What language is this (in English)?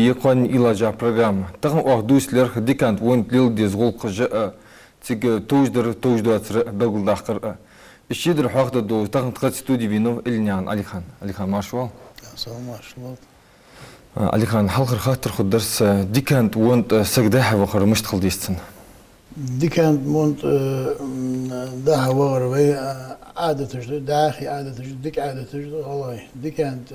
Ingush